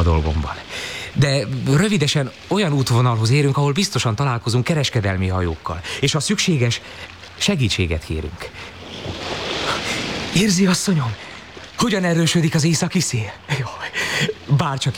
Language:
Hungarian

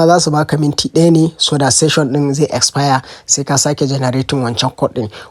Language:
Hausa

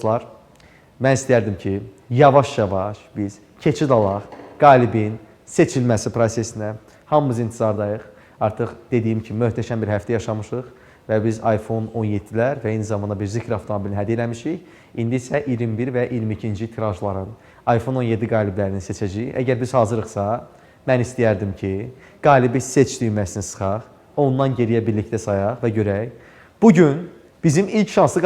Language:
Azerbaijani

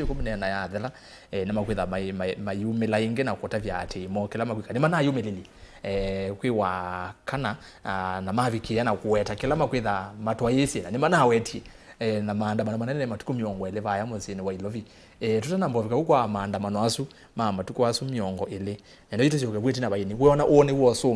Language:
Kamba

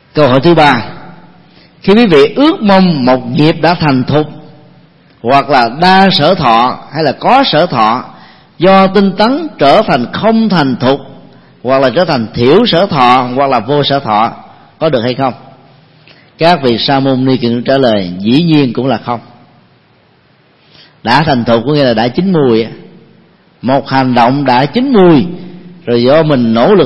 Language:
Vietnamese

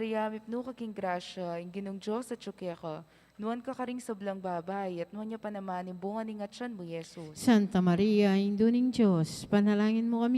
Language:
Pampanga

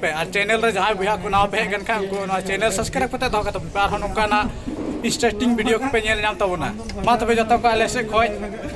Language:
Santali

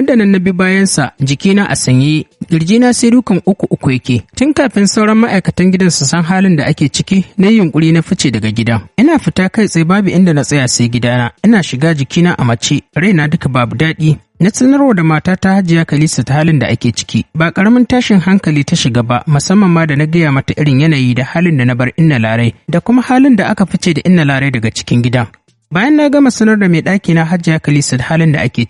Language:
Hausa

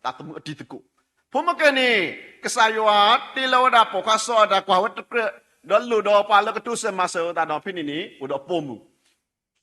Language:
S'gaw Karen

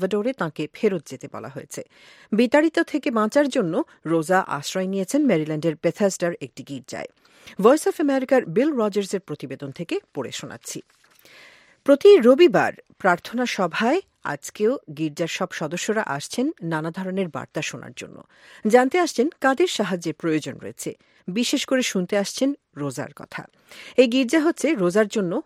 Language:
Bangla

